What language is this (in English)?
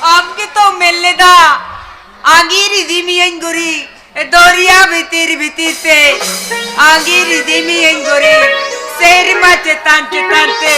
Santali